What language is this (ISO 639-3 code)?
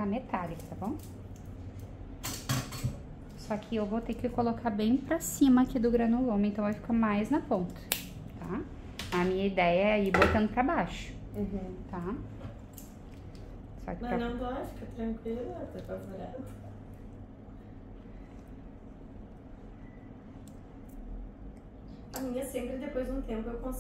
por